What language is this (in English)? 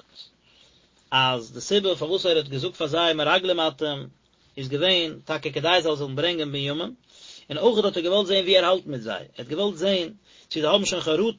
Yiddish